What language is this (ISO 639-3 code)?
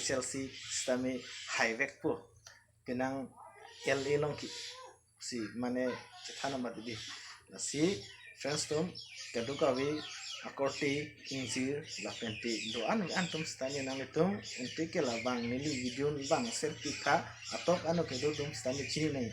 mjw